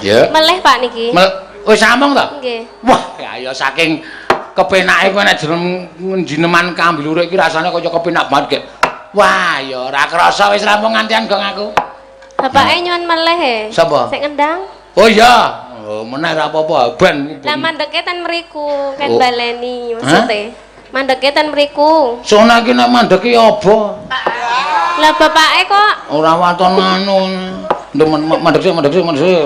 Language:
Javanese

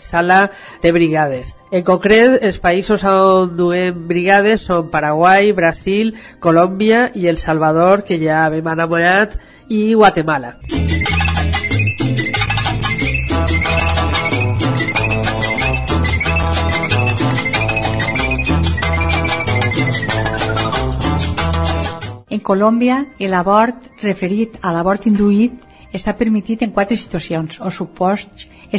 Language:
Catalan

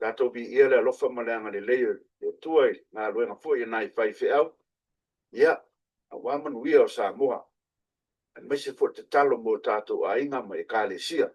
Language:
Samoan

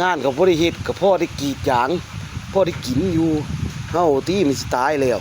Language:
Lao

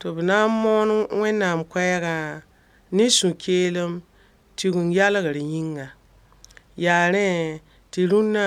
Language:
Mossi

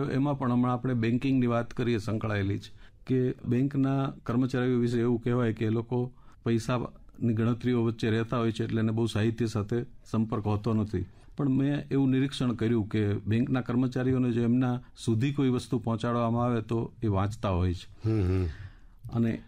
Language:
Gujarati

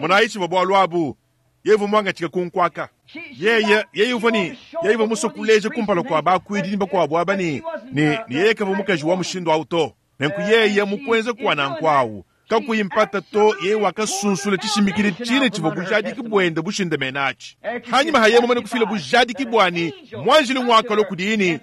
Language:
Luba-Lulua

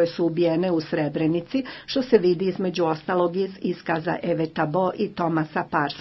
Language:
Bosnian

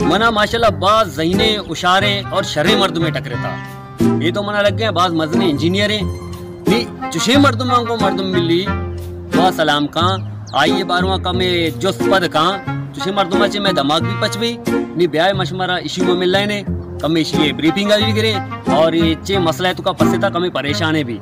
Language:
Baluchi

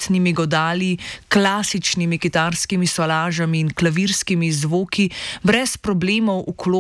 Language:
Slovenian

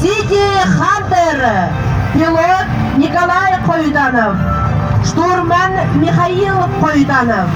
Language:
Yakut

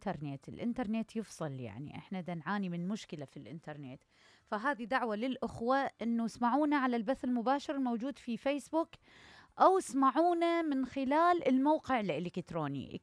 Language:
Mesopotamian Arabic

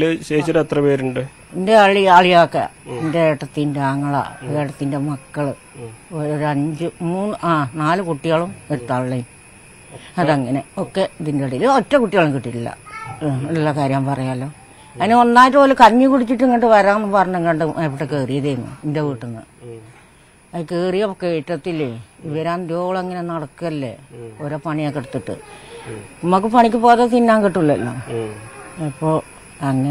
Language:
Malayalam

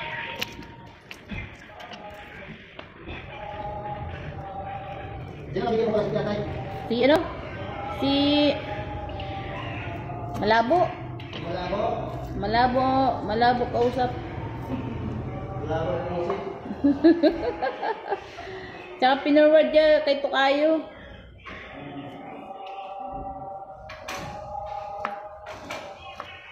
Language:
Filipino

